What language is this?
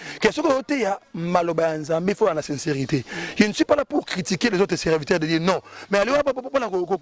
Lingala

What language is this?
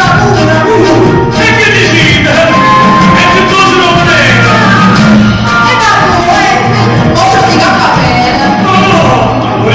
Neapolitan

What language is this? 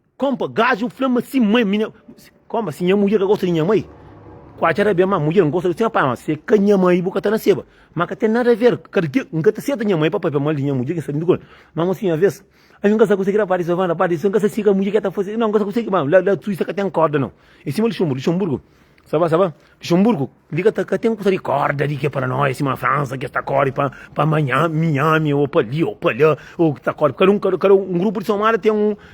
Kabuverdianu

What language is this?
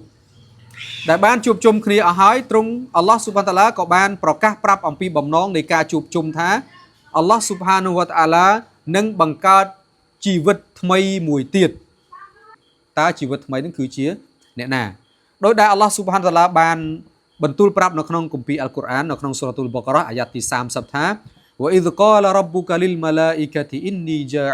Khmer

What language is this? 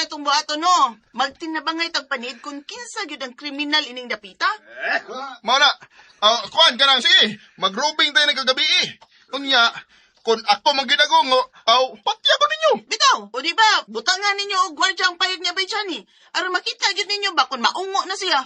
Cebuano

